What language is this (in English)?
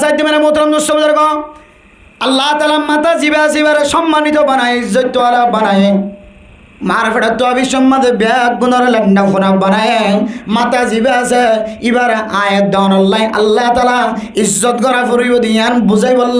Rohingya